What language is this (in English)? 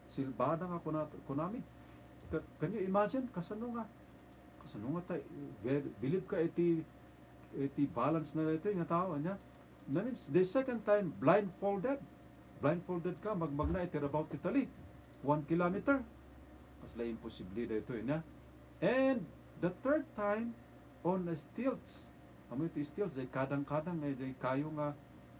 Iloko